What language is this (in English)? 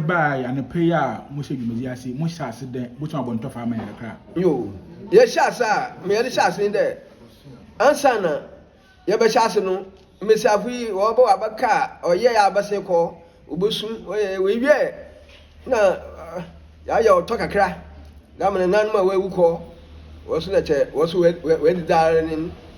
Akan